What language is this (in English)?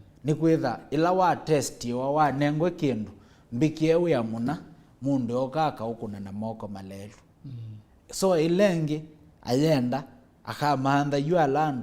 Kamba